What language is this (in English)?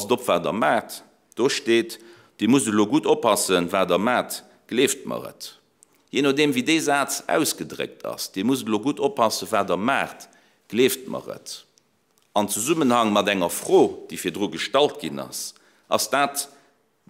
Luxembourgish